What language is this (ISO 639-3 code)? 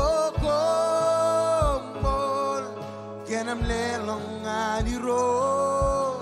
mah